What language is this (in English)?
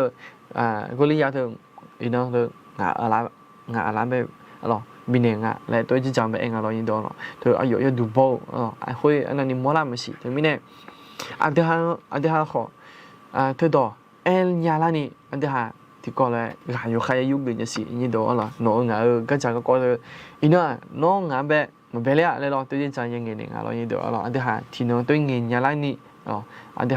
Akha